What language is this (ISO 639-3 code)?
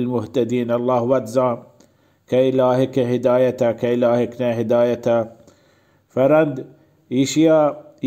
bal